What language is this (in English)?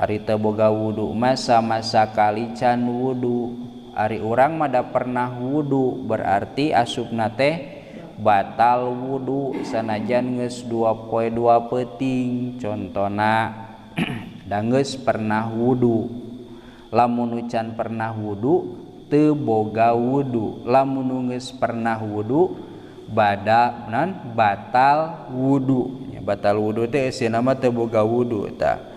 Sundanese